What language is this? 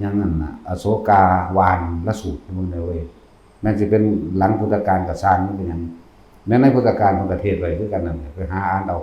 Northeastern Thai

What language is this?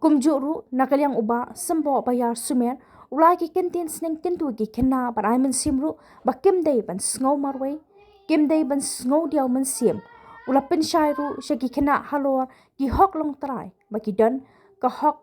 Khasi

